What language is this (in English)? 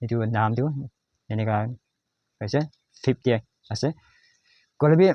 Naga Pidgin